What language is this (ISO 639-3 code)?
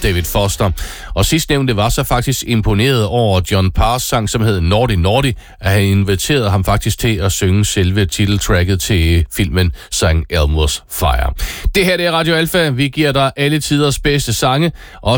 dan